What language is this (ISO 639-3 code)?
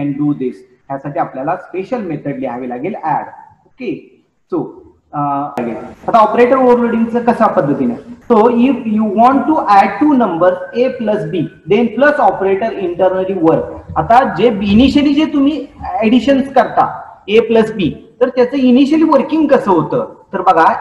mar